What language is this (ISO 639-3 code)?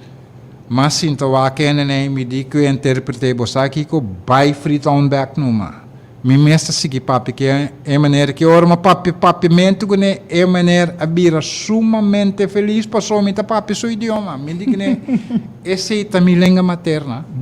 pap